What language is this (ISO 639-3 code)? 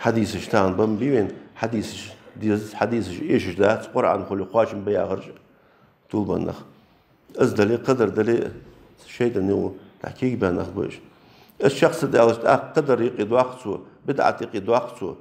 inh